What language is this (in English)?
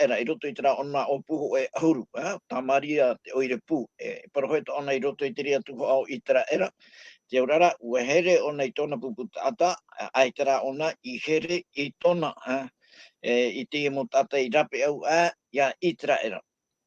Tahitian